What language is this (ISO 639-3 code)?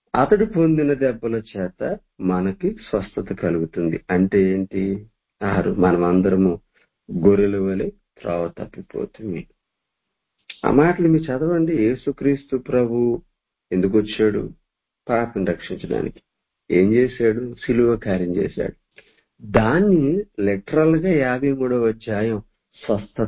tel